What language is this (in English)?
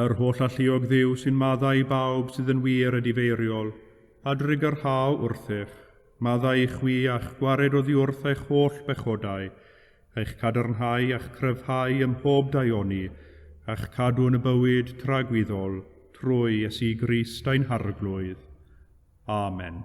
Welsh